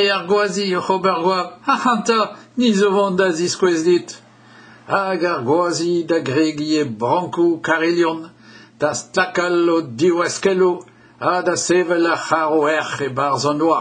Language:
Breton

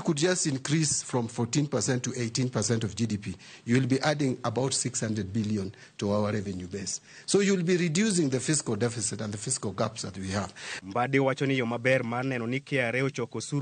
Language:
Luo (Kenya and Tanzania)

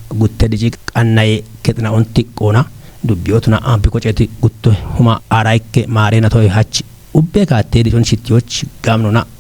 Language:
Kafa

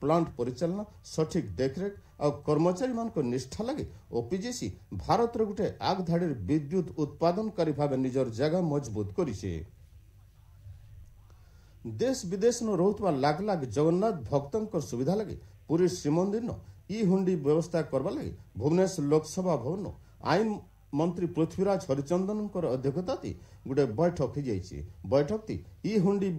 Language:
Odia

